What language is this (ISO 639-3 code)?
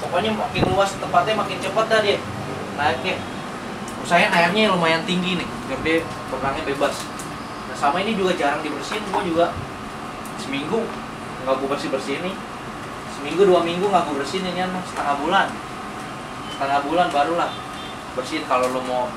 ind